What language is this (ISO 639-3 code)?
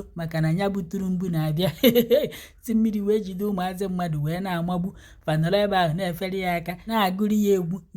ibo